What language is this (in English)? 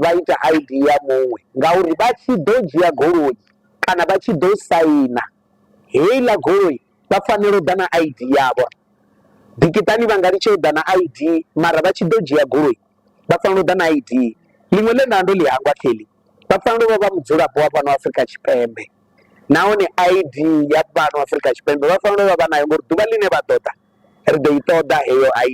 Venda